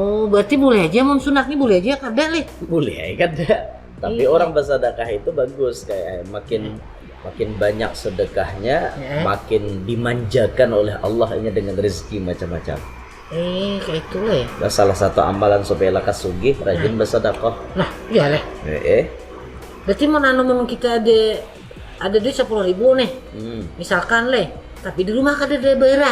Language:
Banjar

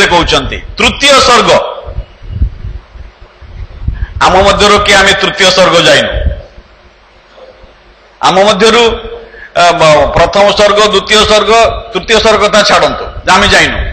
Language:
Odia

